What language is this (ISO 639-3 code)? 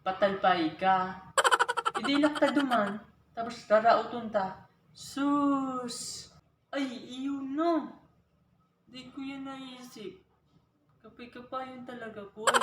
bik